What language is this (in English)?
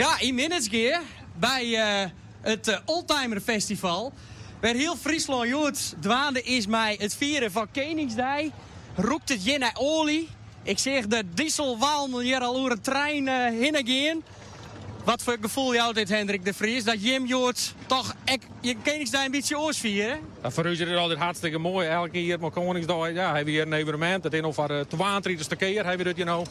Western Frisian